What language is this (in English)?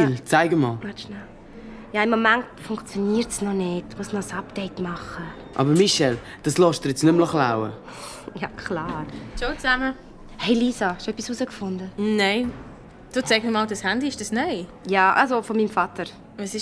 Swiss German